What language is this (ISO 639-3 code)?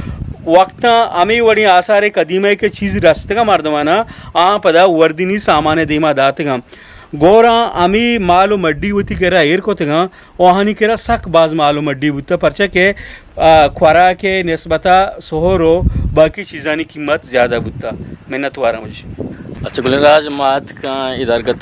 bgp